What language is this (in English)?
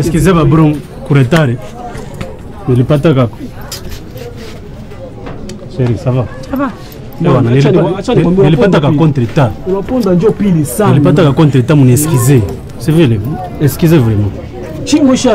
Swahili